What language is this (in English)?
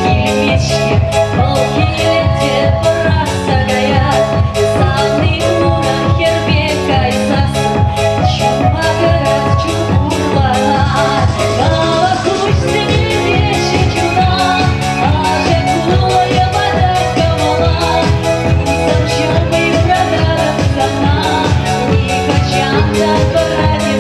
Chuvash